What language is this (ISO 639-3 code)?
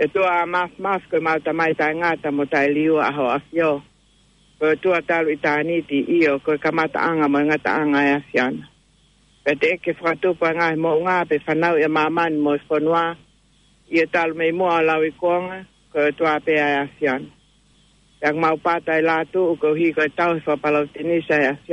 ton